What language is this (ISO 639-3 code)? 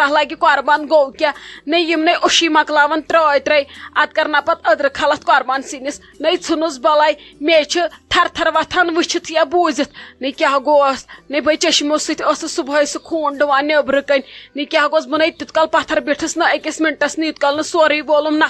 kas